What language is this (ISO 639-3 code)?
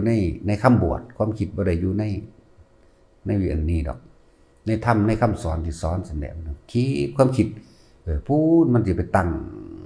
tts